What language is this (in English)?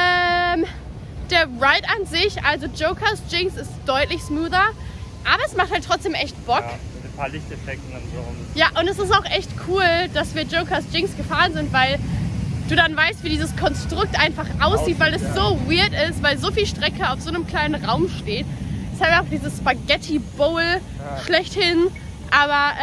German